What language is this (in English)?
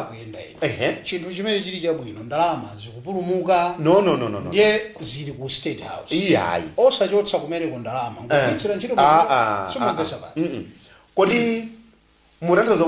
Nyanja